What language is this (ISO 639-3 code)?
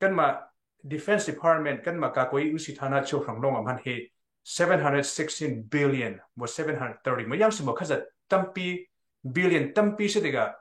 cnh